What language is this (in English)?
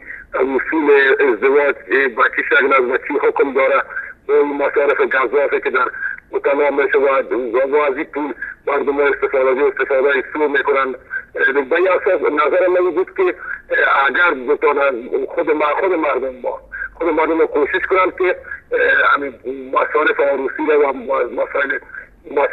Persian